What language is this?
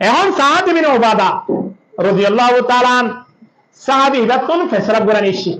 Rohingya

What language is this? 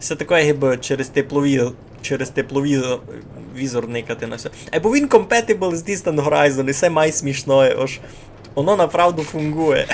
Rusyn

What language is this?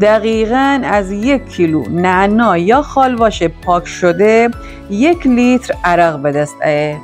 Gilaki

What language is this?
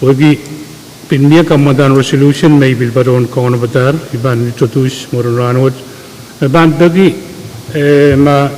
Pohnpeian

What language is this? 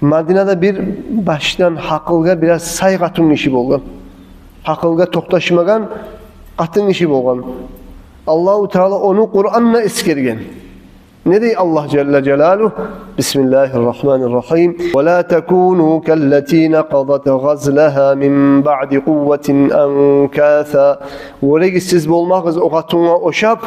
Kumyk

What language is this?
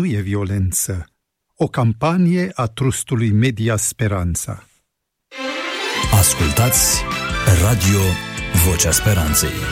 Romanian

